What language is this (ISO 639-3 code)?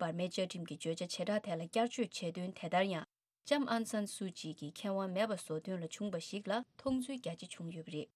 bod